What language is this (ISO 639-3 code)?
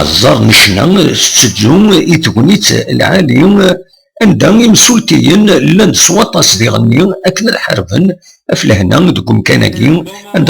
kab